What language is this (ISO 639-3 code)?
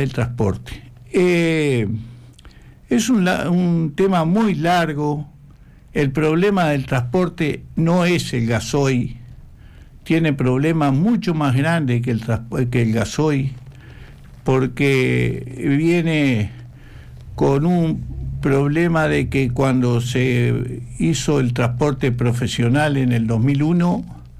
spa